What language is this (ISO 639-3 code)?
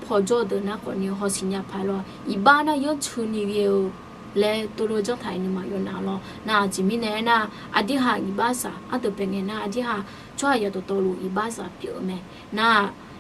ahk